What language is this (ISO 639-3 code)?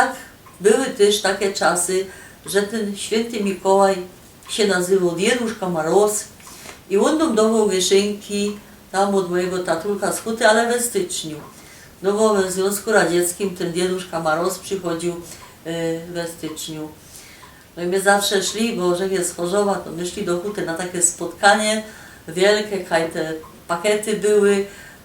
szl